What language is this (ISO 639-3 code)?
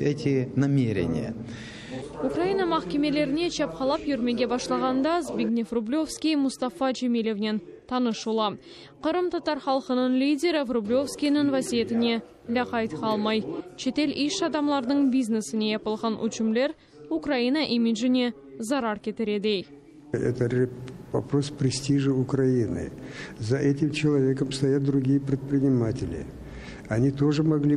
crh